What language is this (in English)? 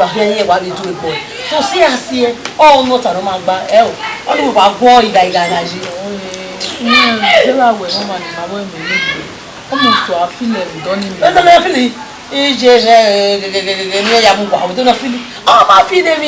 Bini